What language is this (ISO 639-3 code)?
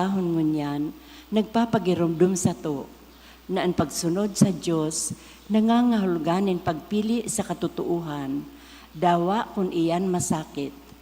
bik